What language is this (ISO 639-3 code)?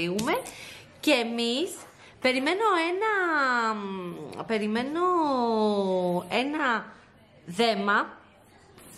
ell